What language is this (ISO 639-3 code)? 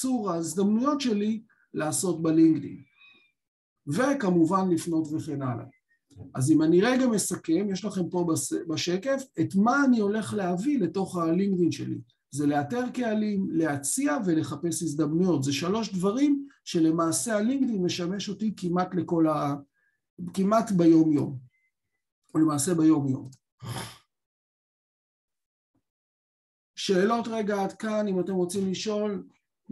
heb